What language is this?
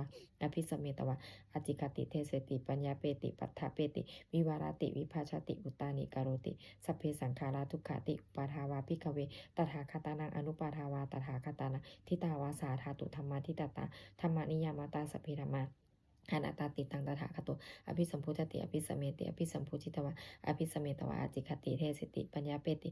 Pali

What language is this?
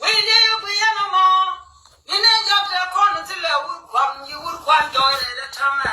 Nuer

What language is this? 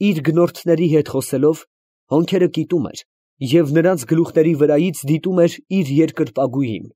Armenian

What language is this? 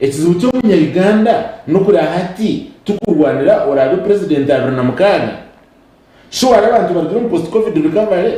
Nyankole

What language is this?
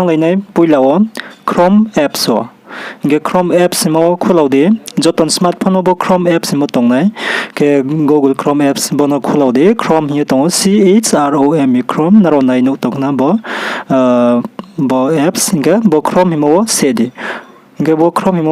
Riang (India)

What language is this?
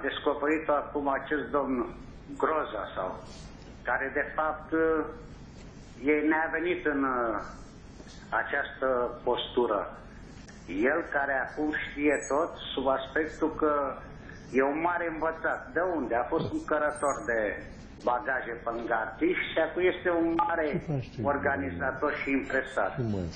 Romanian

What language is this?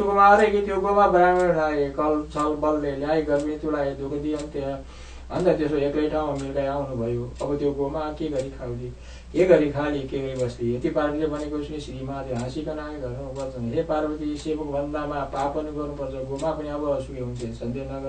Nepali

